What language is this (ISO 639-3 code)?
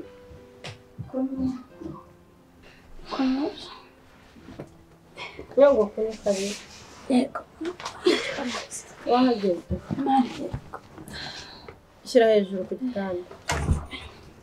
kin